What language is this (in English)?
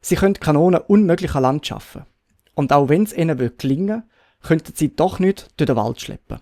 Swiss German